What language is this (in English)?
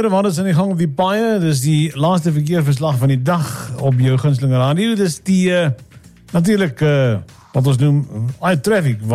Afrikaans